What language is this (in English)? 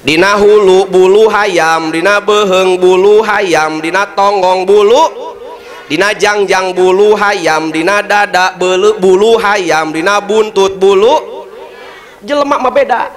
Sundanese